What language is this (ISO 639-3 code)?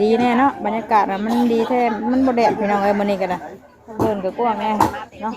tts